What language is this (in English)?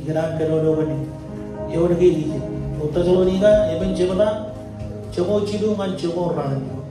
Marshallese